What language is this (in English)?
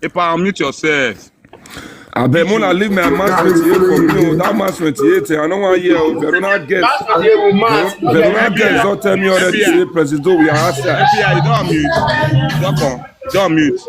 Nigerian Pidgin